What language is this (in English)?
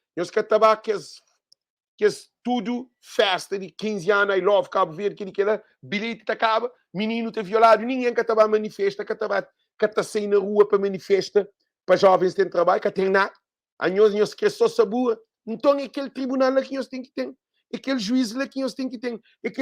Kabuverdianu